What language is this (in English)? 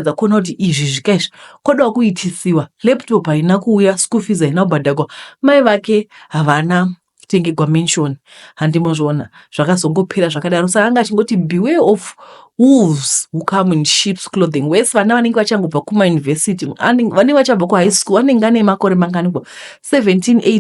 Shona